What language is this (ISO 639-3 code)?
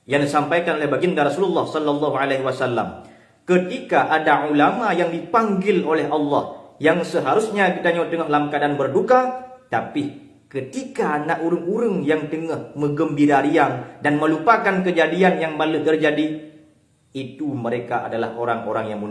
ace